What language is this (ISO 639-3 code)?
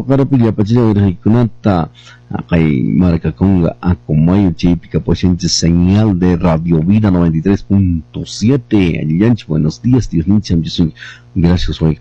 que